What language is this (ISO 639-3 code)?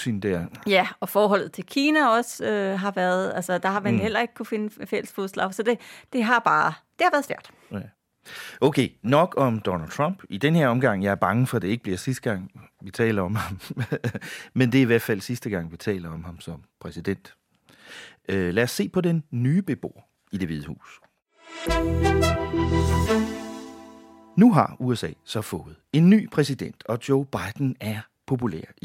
dan